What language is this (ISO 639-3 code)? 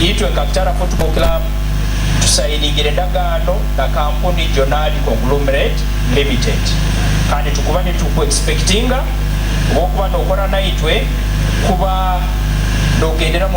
nyn